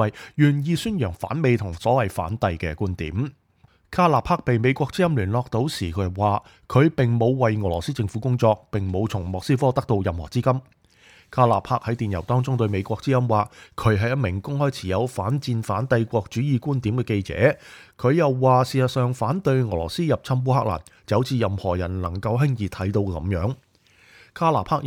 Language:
Cantonese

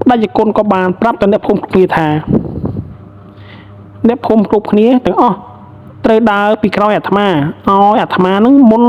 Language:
Khmer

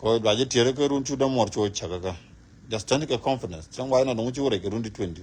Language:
Nuer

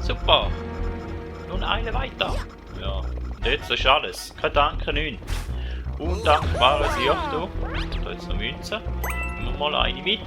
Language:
Swiss German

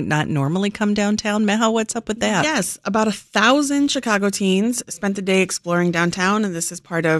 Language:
English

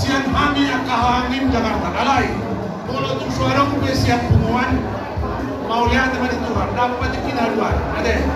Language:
Batak Toba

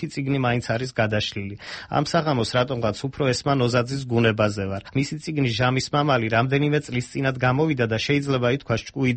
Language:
Georgian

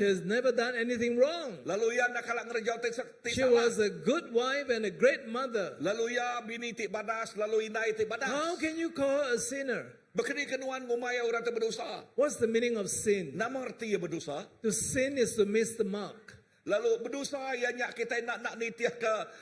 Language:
Iban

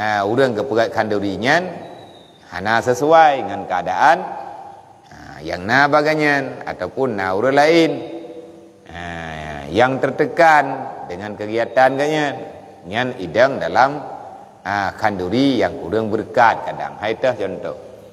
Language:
Achinese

